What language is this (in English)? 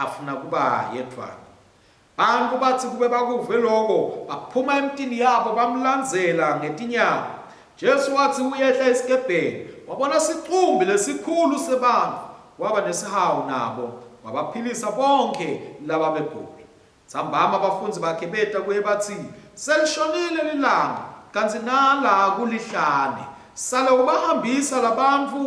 Swati